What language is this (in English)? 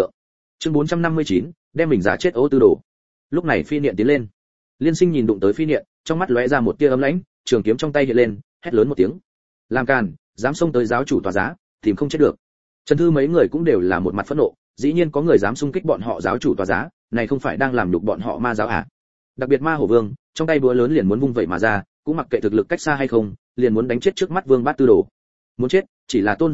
Vietnamese